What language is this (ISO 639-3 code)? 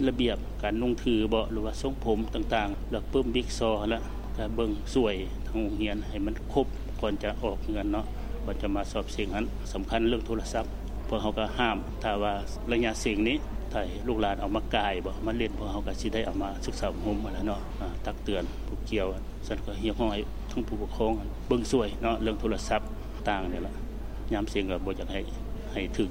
lao